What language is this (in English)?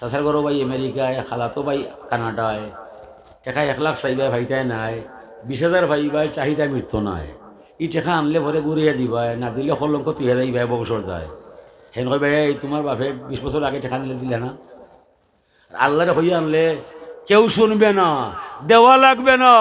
Sylheti